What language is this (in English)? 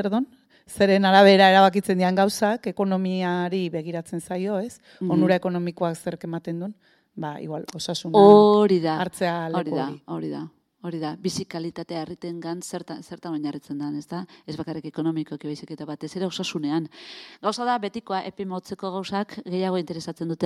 Basque